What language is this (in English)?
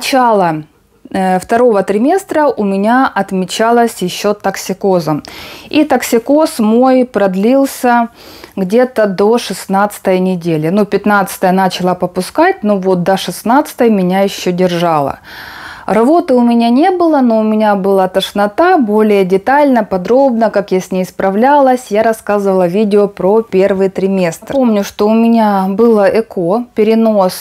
Russian